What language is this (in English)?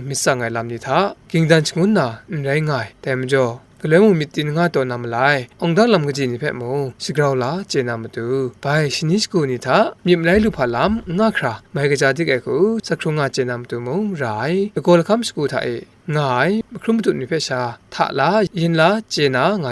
Kachin